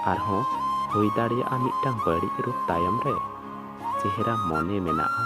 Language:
Santali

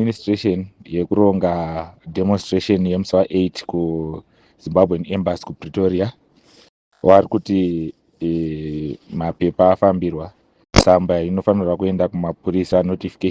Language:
Shona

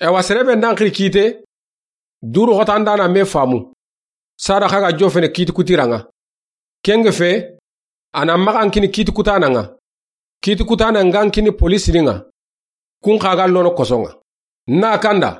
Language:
Soninke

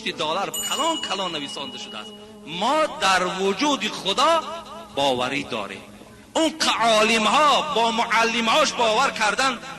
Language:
Tajik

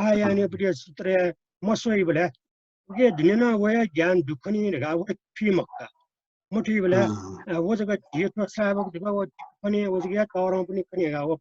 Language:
Newari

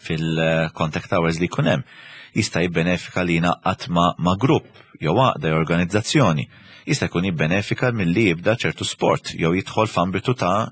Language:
Maltese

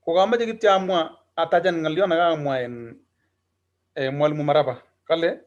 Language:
Kalenjin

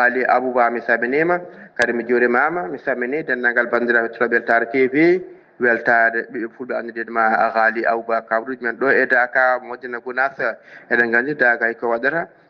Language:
Fula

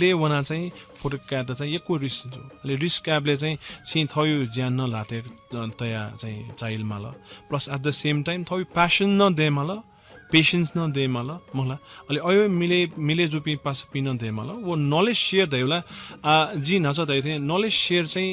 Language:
Newari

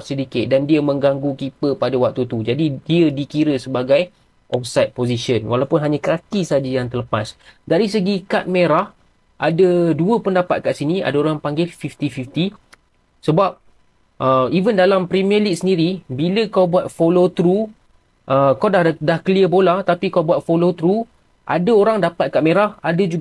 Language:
Malay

